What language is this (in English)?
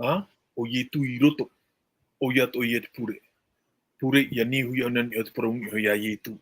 Tahitian